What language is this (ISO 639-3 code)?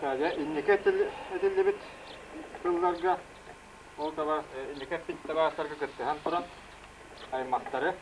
sah